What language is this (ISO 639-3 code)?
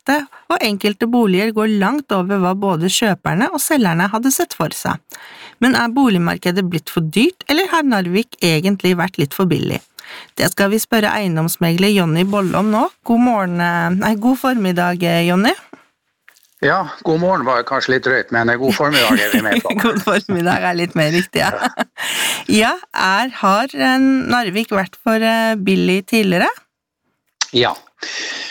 nor